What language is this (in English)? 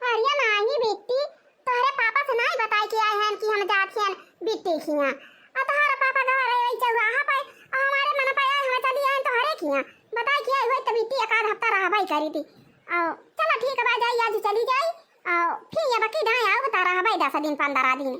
Awadhi